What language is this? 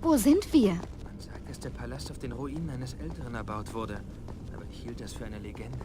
Bavarian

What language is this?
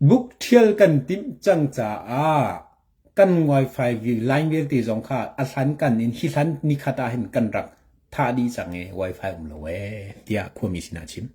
Hakha Chin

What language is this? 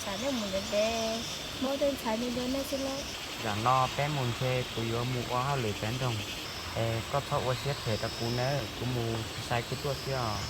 Hmong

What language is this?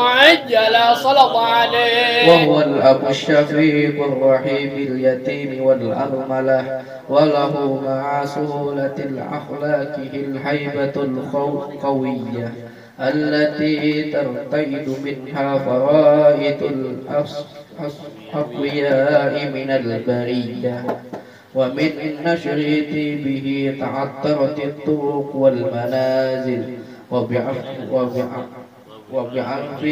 Arabic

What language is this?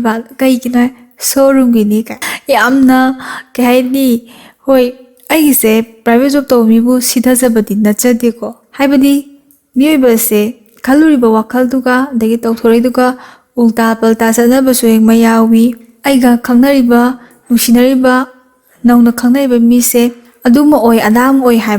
Manipuri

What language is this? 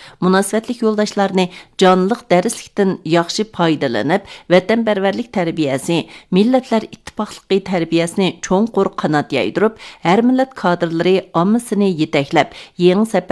Uyghur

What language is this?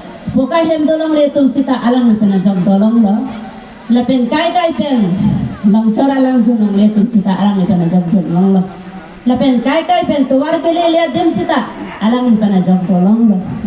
Karbi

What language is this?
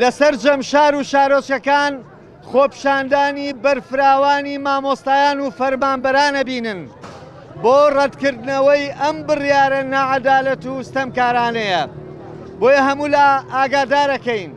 Central Kurdish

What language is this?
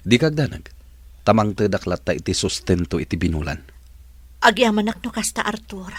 Iloko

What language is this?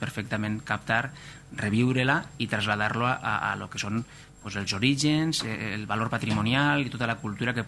Catalan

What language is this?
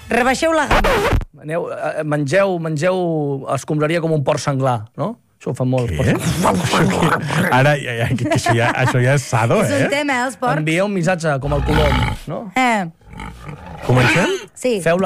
Catalan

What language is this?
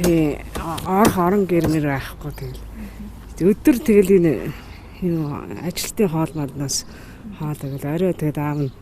Mongolian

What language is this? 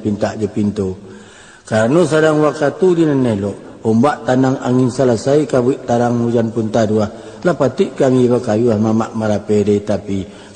Minangkabau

